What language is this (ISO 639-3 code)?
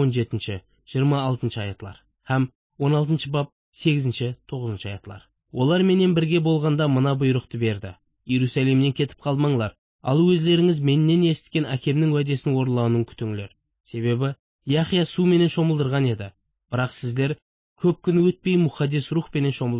kaa